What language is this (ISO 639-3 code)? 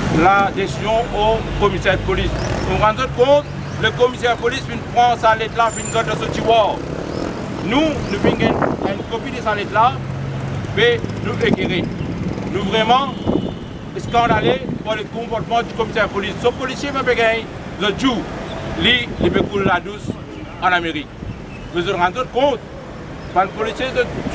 mfe